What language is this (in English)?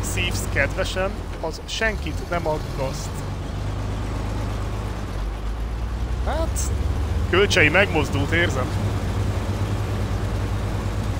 Hungarian